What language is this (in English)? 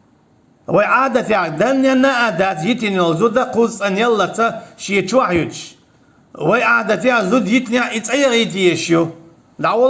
Chechen